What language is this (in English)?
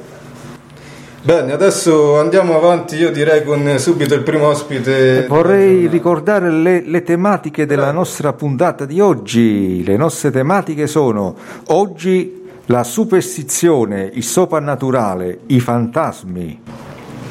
Italian